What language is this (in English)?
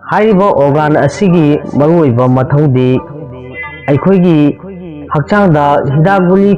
Manipuri